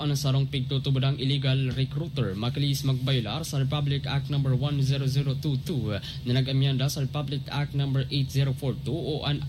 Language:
Bikol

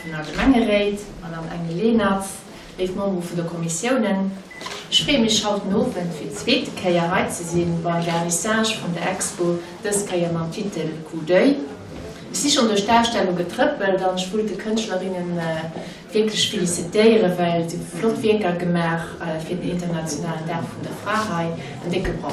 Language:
Luxembourgish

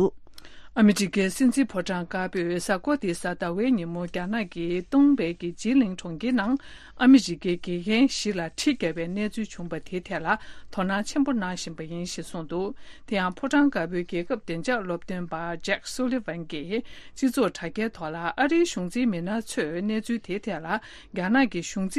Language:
Tibetan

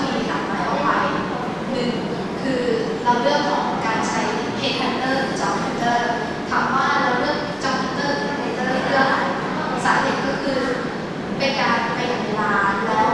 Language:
Thai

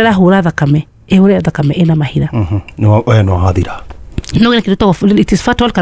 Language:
Kikuyu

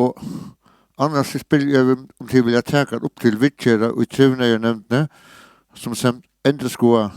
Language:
Faroese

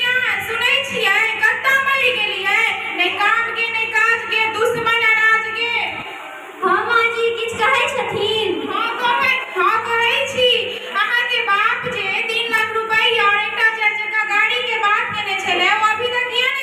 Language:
Maithili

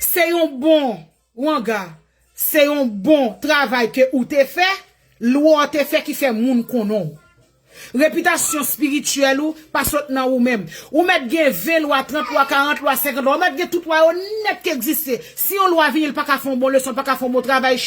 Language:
Haitian Creole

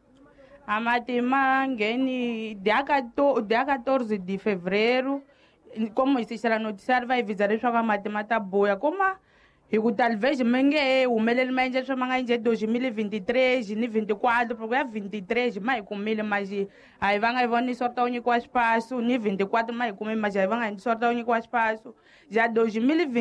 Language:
Tsonga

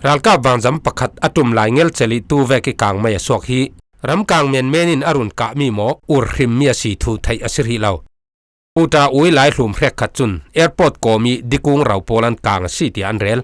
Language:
Falam Chin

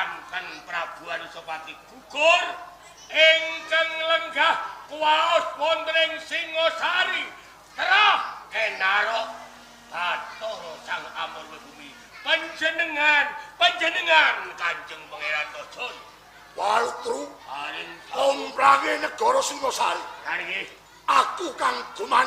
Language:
Javanese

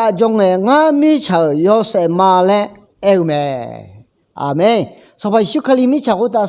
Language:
Akha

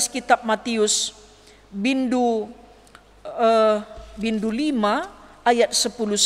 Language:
Batak Karo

